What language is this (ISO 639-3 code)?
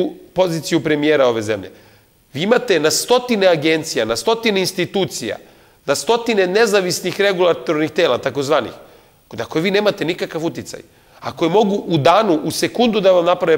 srp